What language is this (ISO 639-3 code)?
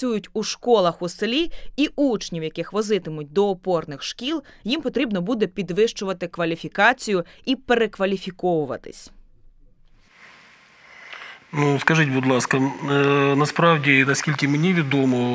ukr